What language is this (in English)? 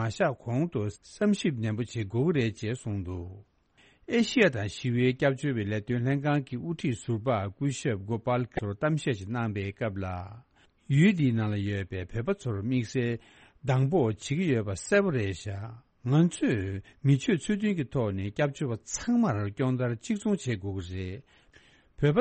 Tibetan